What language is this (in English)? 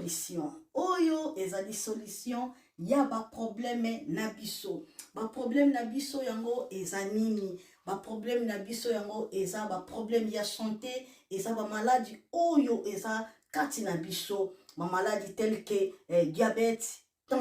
Lingala